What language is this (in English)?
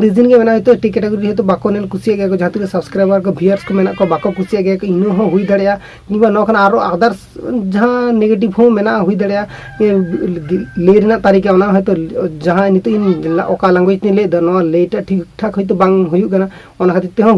Santali